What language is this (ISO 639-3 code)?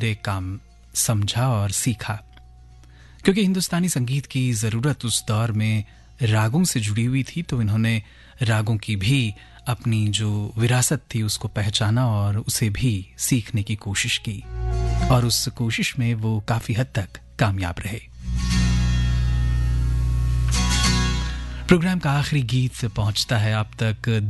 hin